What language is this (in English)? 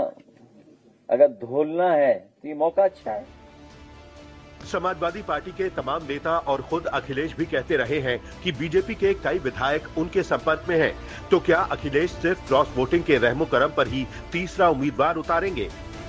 Hindi